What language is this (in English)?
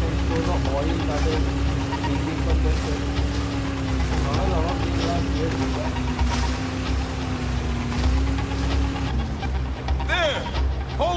English